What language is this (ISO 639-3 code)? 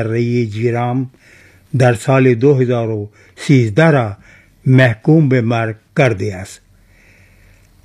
fas